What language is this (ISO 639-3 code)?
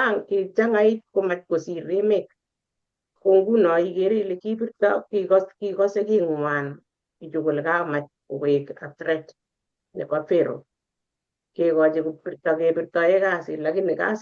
kln